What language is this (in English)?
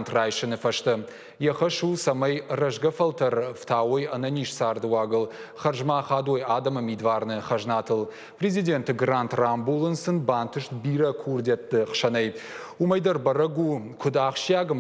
Ossetic